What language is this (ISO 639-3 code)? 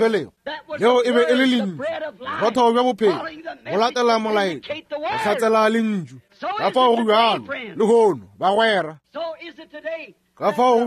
nso